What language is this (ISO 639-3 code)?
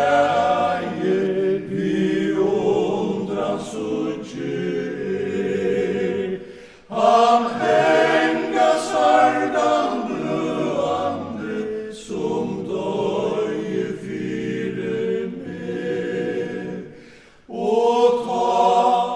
fao